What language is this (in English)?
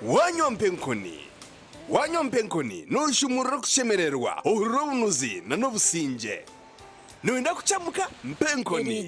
Nyankole